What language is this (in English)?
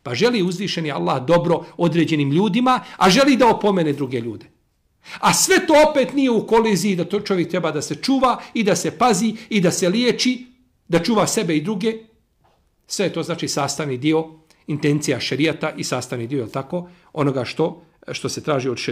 Bosnian